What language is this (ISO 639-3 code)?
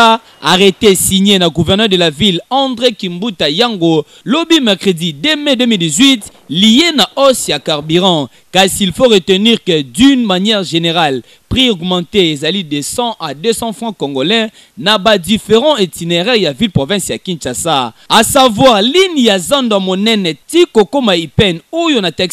lin